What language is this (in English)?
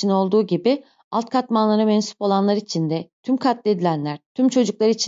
Turkish